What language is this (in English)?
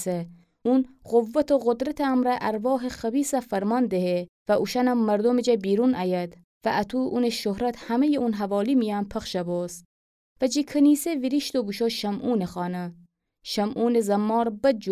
Gilaki